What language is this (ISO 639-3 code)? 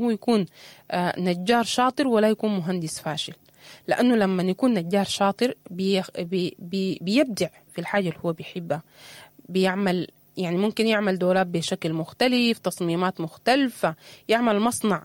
apd